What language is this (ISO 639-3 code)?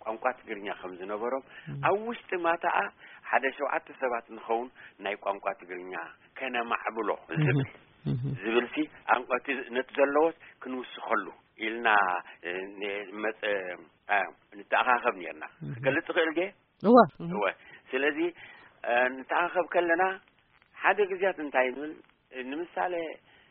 tir